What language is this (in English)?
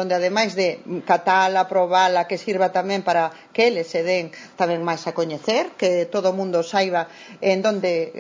Galician